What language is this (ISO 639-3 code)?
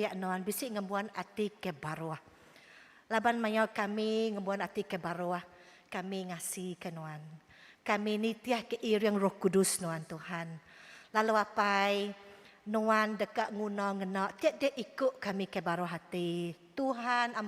iba